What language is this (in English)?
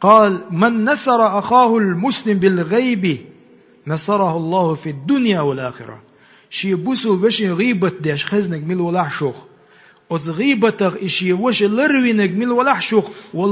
Chechen